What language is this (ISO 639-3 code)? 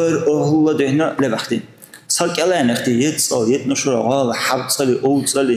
dar